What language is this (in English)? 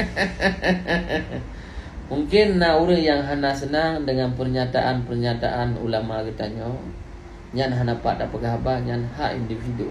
Achinese